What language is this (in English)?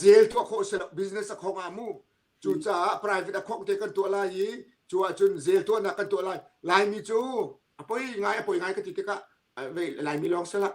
Hakha Chin